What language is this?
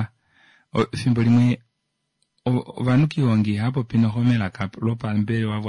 Kuanyama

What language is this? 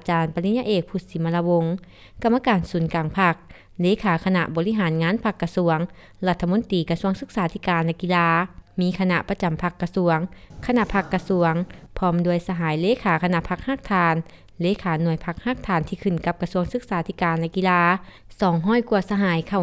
Lao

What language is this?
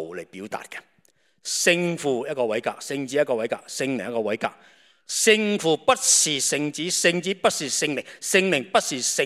Cantonese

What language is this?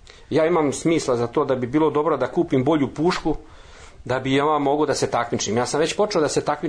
Serbian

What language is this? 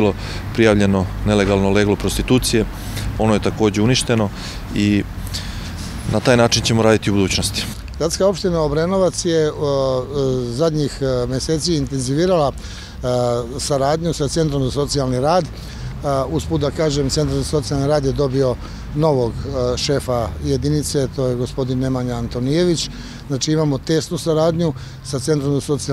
Serbian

